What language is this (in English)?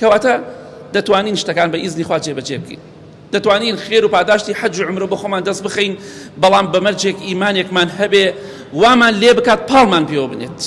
Central Kurdish